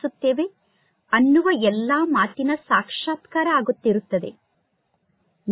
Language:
Kannada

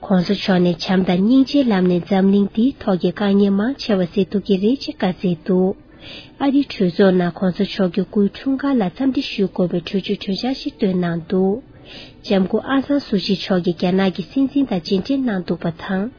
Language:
Tibetan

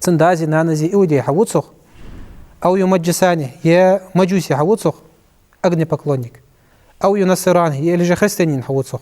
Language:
Ingush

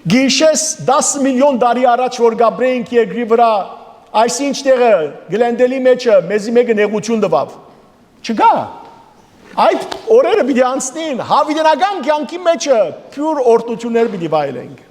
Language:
Western Armenian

